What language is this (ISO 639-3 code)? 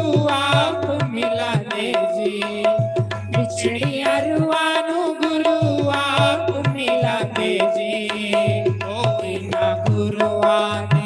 doi